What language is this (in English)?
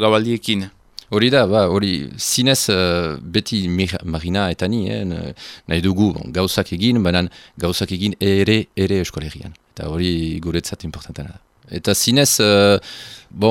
Basque